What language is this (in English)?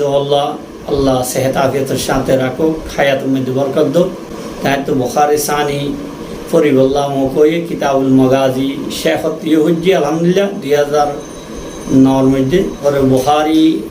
Rohingya